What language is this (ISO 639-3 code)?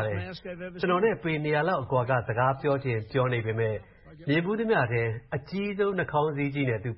mya